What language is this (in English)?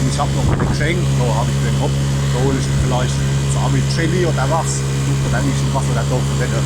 Palatine German